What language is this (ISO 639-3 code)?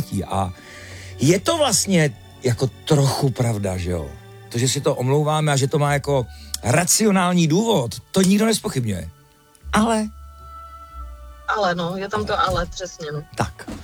ces